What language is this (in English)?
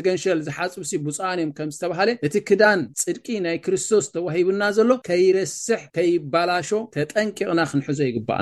Tigrinya